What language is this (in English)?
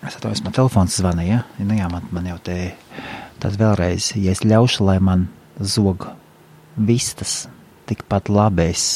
Latvian